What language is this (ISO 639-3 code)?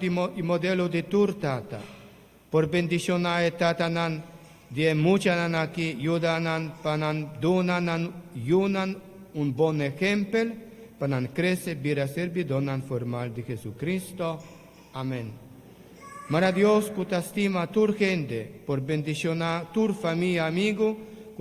pap